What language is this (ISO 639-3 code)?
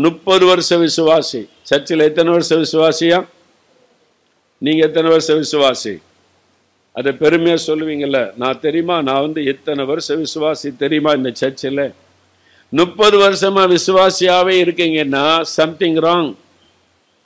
tam